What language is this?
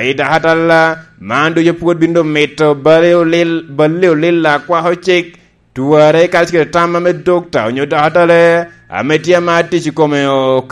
Lango (Uganda)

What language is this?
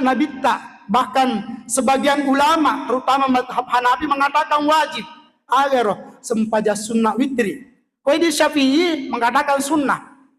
Buginese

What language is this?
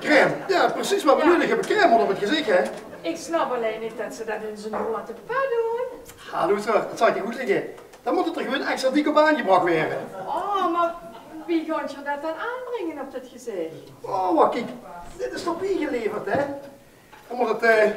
Limburgish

